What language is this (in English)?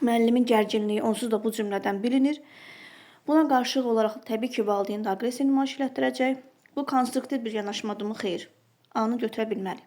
Azerbaijani